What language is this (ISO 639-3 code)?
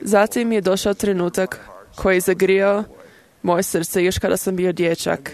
hrv